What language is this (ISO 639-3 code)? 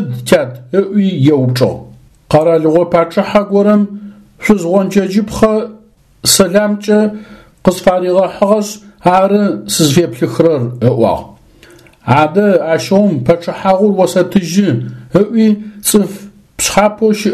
ady